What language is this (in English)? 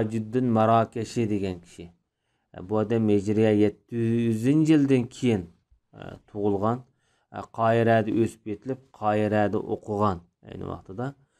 Uyghur